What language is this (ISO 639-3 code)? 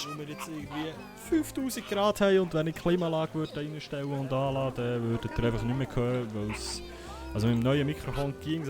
gsw